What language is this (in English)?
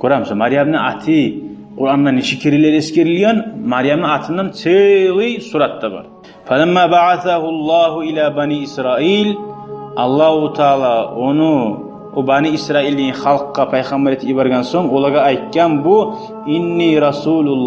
Kumyk